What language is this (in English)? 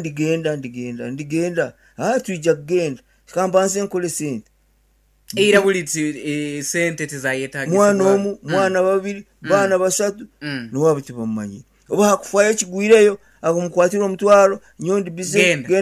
Nyankole